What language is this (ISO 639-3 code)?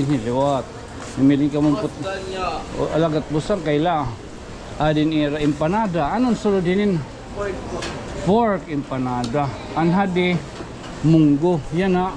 war